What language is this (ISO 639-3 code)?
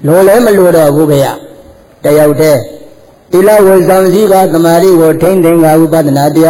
mya